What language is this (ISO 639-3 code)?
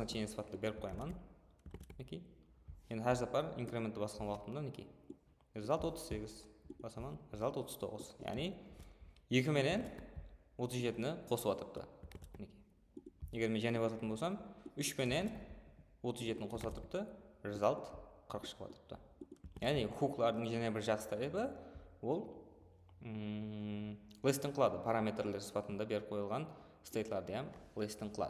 kaa